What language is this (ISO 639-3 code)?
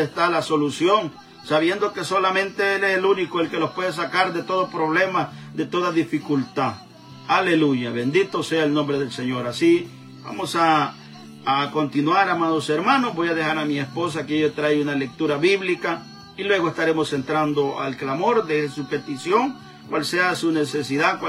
spa